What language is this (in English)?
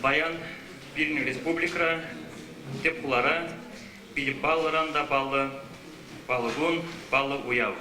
Chuvash